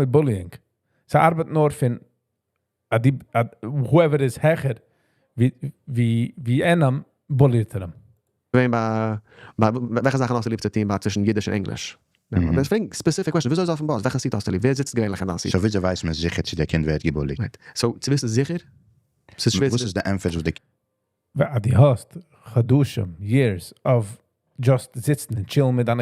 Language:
Yiddish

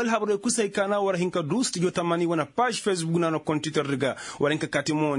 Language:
Koyraboro Senni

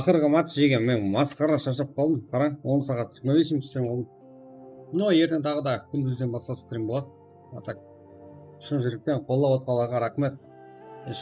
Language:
Kara-Kalpak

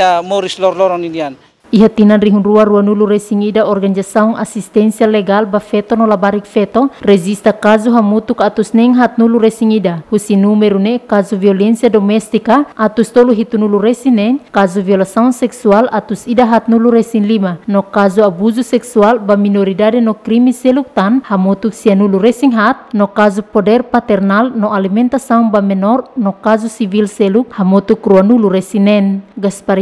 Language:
Tetum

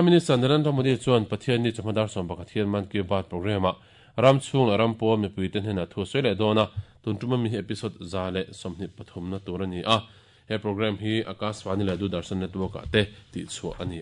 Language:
Mizo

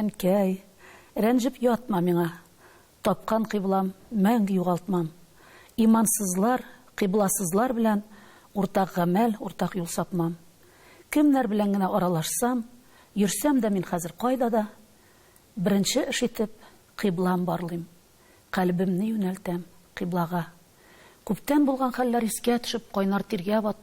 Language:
Tatar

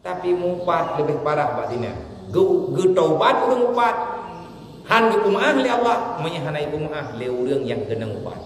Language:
Achinese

